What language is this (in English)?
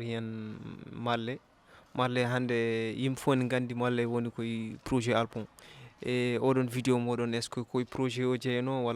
Fula